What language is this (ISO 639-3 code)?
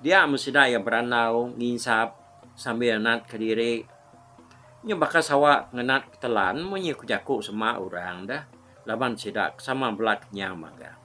iba